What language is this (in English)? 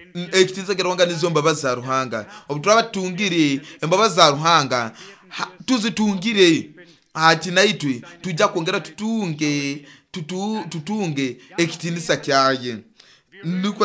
Nyoro